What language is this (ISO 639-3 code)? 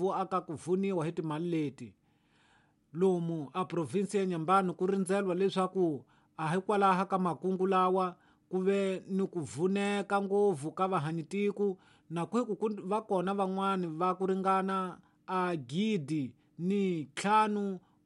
tso